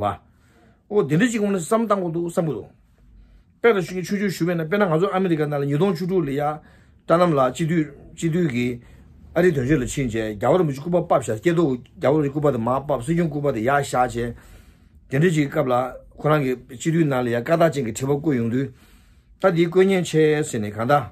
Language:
Tibetan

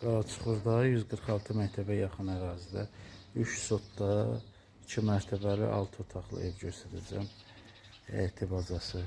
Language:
Azerbaijani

